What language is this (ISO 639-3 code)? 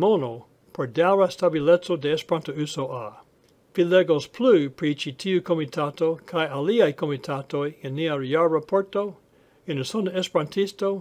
epo